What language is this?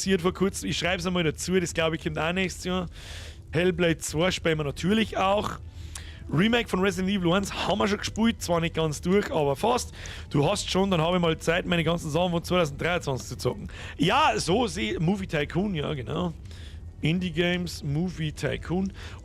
Bavarian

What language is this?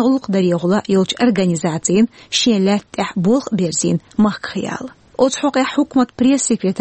Chechen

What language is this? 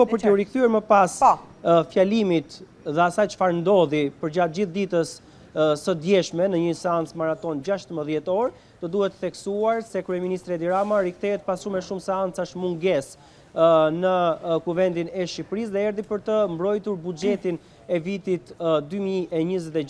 Albanian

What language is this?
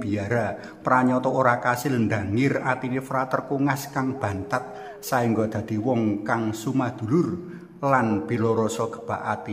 Javanese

